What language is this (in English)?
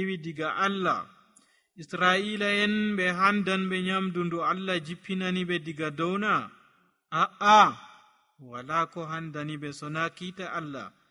Nigerian Fulfulde